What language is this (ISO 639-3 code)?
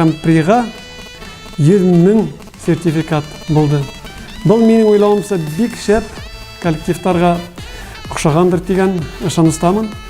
bak